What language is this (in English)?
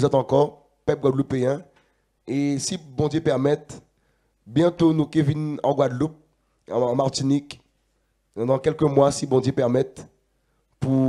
Guadeloupean Creole French